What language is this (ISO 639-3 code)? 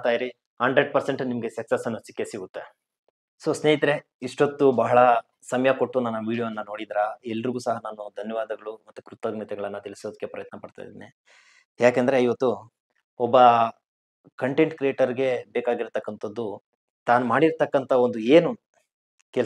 kan